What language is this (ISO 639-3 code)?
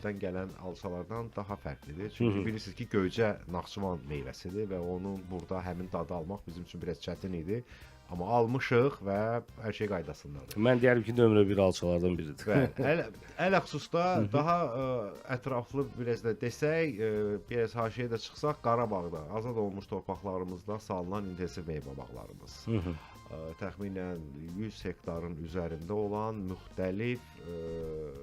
aze